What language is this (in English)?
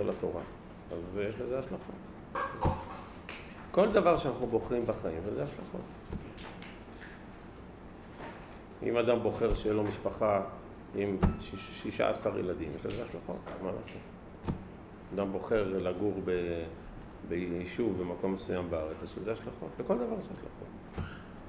Hebrew